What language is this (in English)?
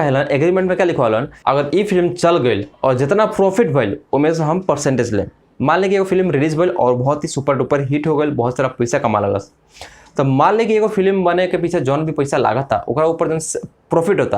Bhojpuri